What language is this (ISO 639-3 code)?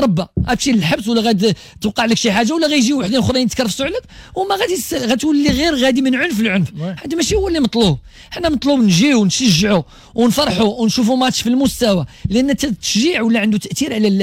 ary